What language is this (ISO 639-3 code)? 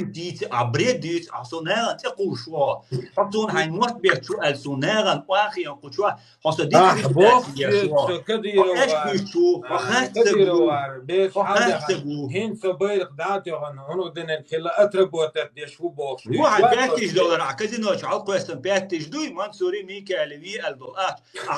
che